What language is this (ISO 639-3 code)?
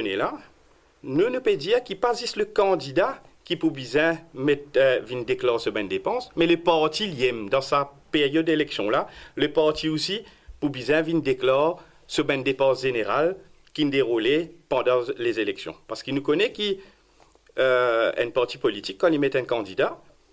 mfe